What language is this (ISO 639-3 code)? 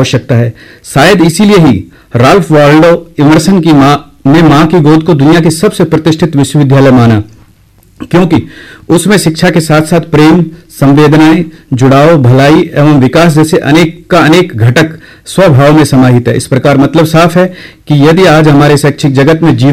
hin